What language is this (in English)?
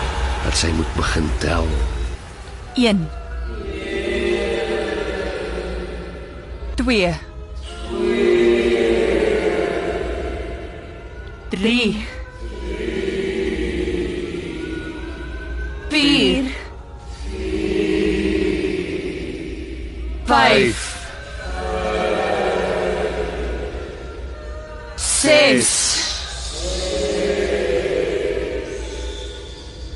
Afrikaans